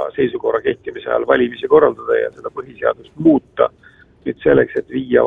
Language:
Estonian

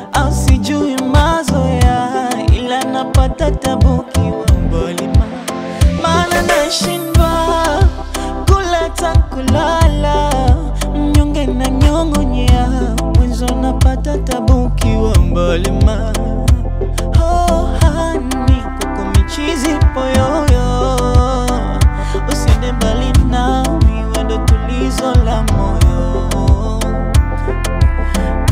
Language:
Swahili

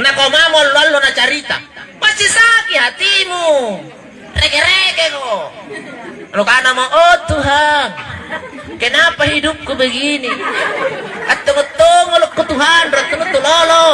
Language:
Makasar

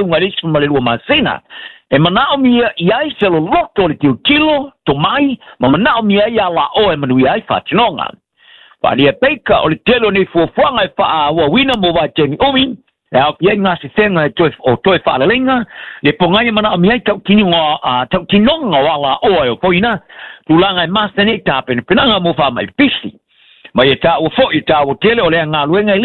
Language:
Samoan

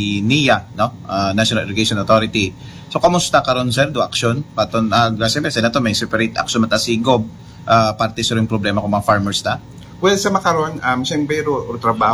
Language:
Aklanon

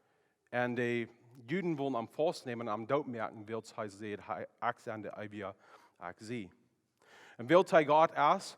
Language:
Plautdietsch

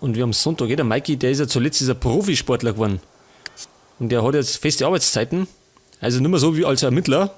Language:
Bavarian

